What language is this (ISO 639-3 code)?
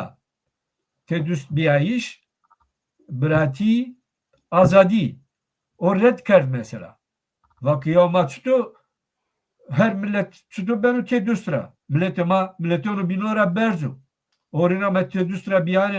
zza